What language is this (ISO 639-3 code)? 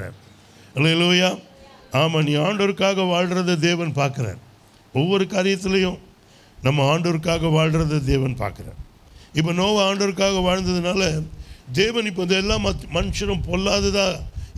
tam